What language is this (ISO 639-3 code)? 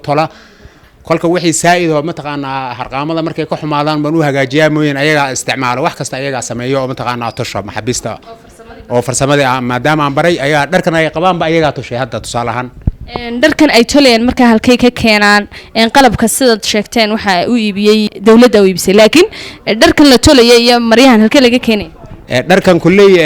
som